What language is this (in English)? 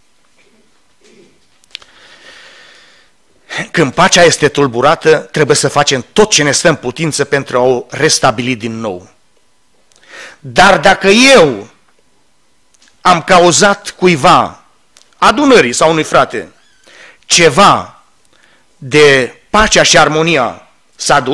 Romanian